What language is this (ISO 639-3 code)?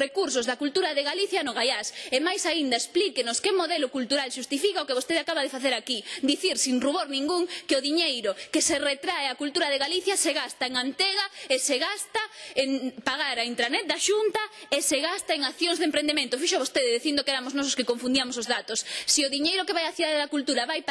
glg